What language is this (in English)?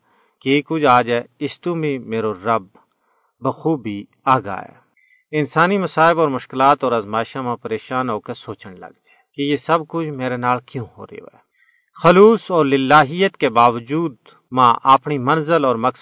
Gujari